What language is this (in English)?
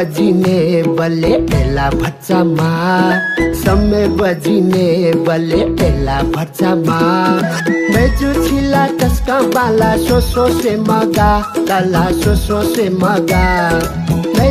Newari